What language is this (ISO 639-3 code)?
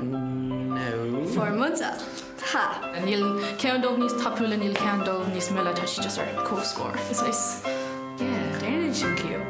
gle